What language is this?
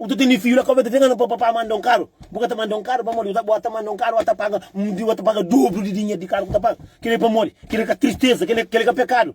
Kabuverdianu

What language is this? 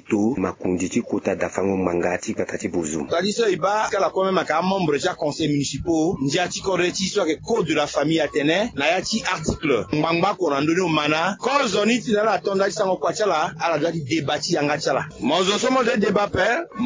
Sango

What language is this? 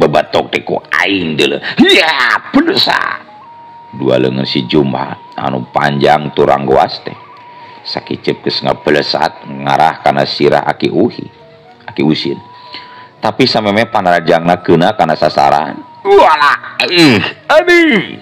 Sundanese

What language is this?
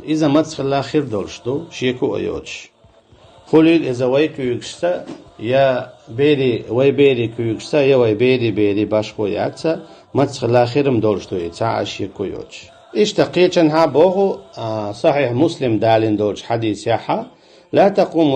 Chechen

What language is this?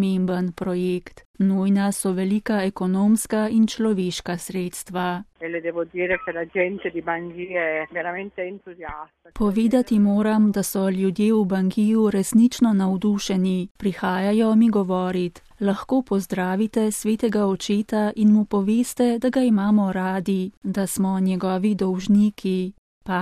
Slovenian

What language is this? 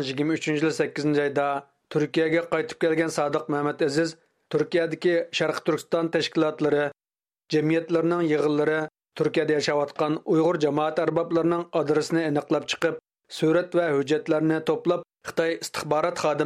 Uyghur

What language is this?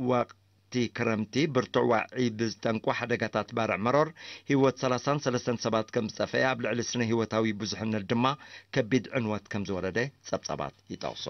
Tigrinya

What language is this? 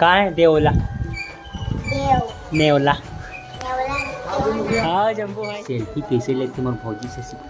Chhattisgarhi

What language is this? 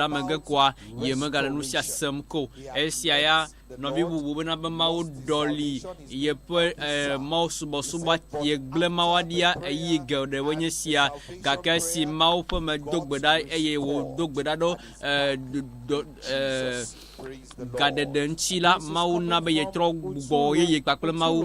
Ewe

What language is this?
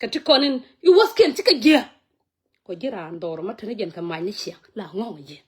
Nuer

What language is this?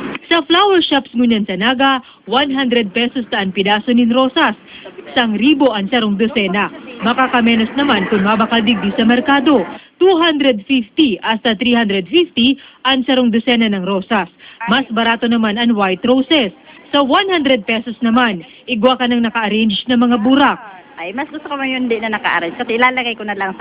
Bikol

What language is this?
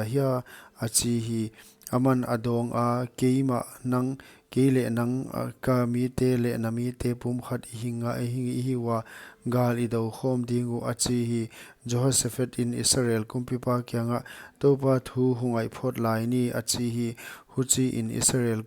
Paite Chin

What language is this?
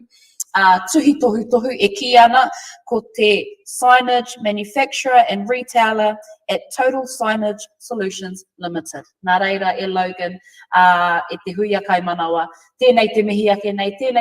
Māori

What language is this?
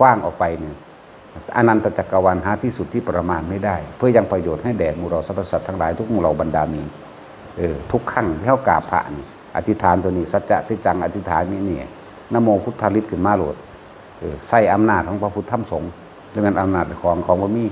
Northeastern Thai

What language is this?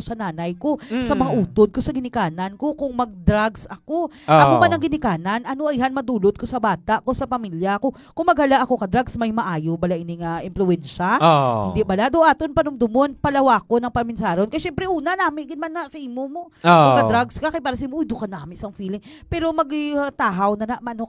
Hiligaynon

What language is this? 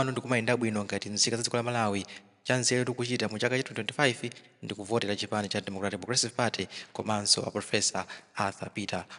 Nyanja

